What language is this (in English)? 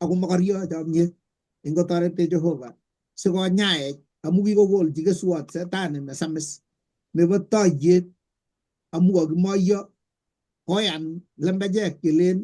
Kalenjin